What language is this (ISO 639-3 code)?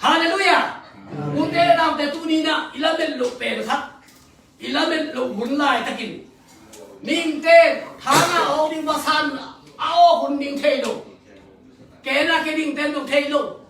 ctd